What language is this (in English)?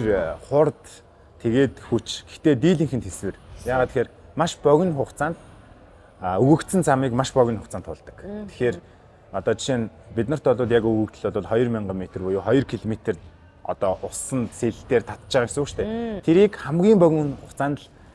Mongolian